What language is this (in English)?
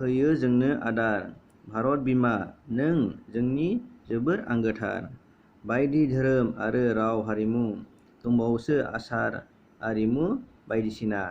Bodo